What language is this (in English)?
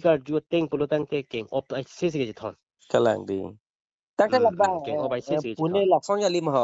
Karbi